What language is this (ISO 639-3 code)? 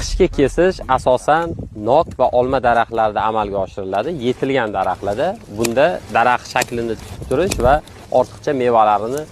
uzb